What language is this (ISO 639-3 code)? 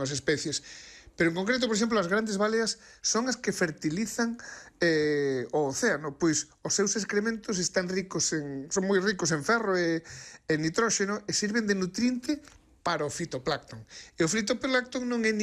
glg